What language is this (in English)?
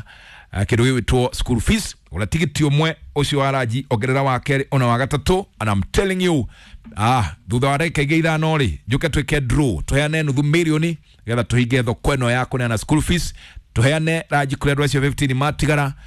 Kikuyu